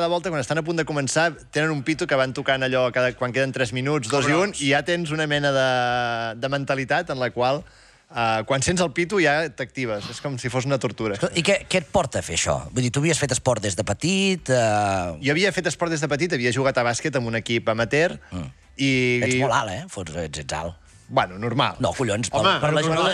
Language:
Catalan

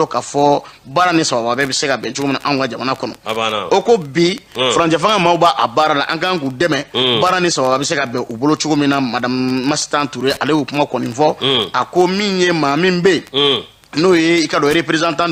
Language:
Bambara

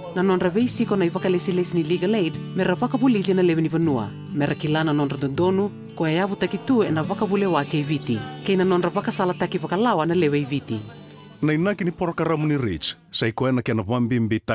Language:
Fijian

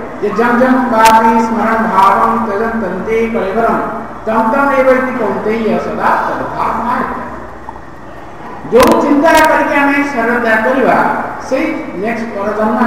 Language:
Odia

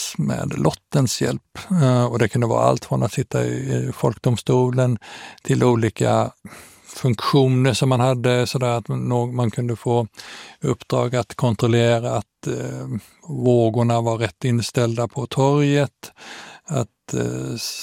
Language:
Swedish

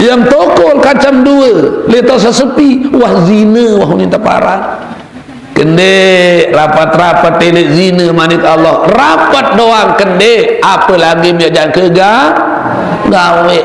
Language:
Sasak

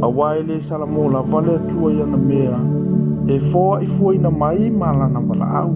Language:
Samoan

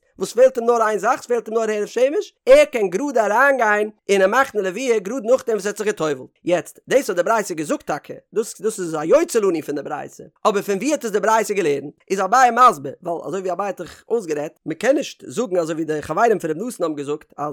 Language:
Yiddish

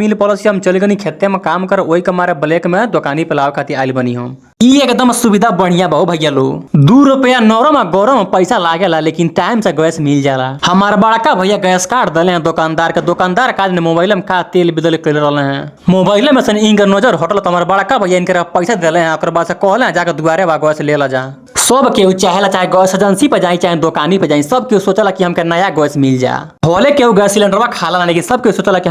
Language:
Bhojpuri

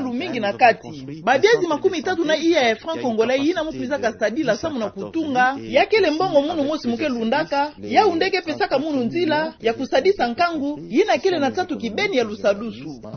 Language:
Kituba (Democratic Republic of Congo)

